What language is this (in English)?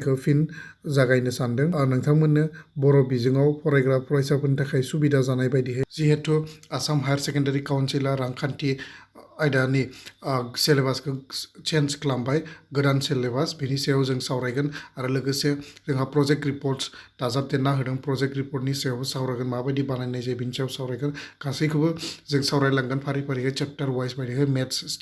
Bodo